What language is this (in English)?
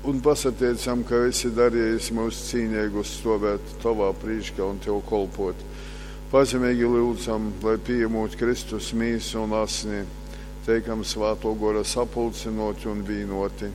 Latgalian